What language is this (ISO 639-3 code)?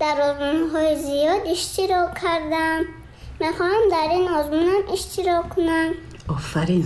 tgk